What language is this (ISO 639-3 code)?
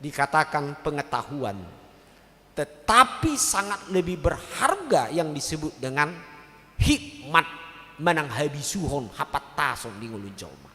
bbc